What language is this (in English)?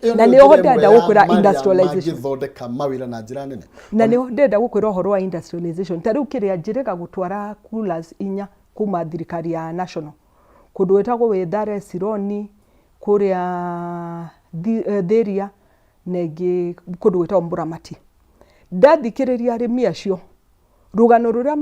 Kikuyu